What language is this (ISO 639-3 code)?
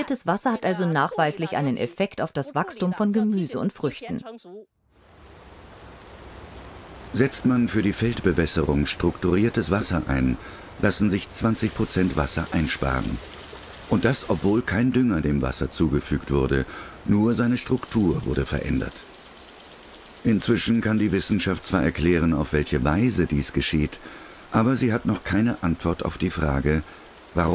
deu